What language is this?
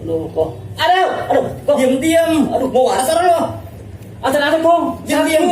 Betawi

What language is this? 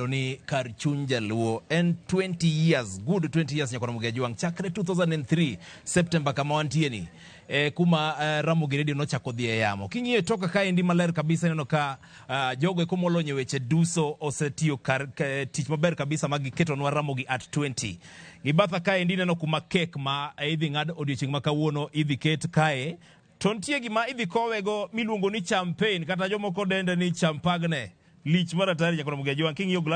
Luo (Kenya and Tanzania)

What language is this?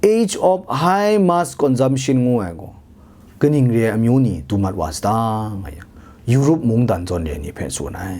Kachin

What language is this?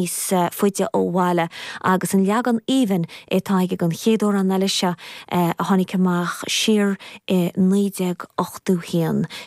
Irish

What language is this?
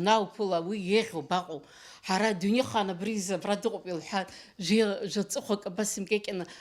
Abkhazian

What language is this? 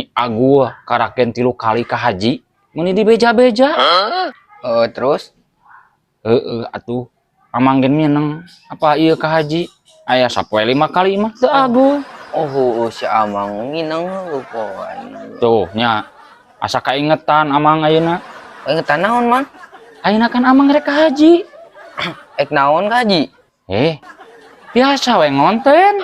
Sundanese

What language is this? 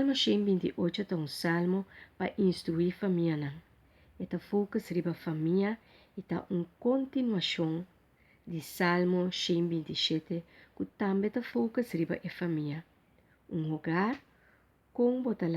Papiamento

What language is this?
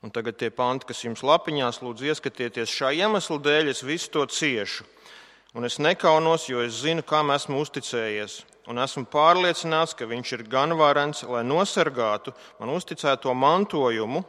Latvian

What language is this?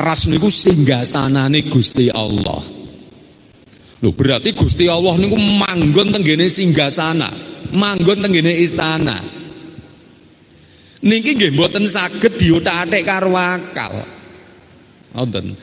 Javanese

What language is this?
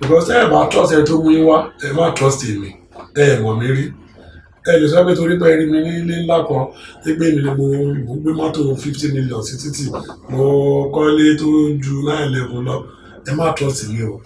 Yoruba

